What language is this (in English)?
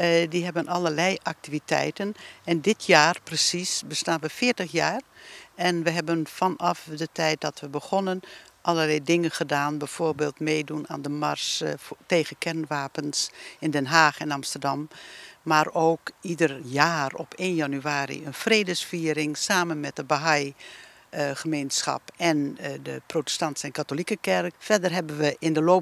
Dutch